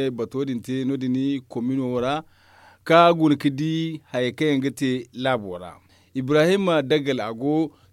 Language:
Zarma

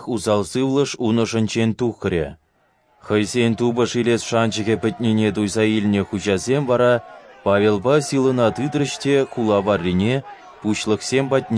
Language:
Chuvash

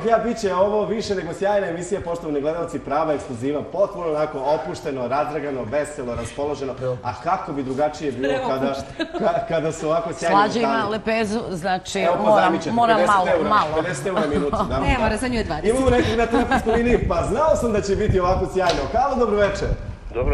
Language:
Serbian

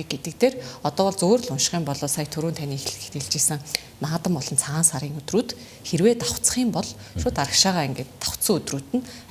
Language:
Mongolian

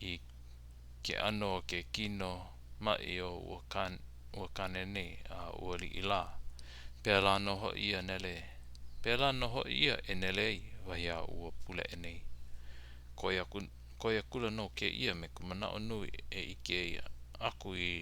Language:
Hawaiian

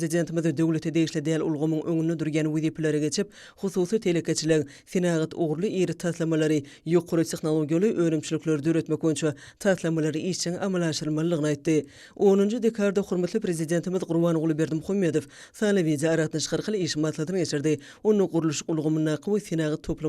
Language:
Turkmen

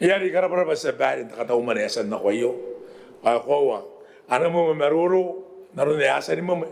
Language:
Gilbertese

